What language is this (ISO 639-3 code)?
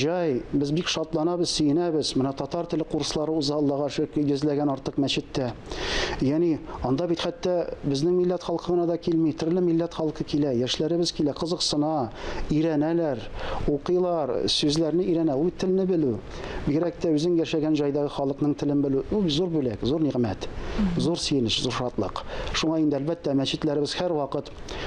tat